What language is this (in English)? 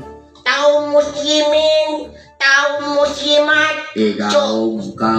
Madurese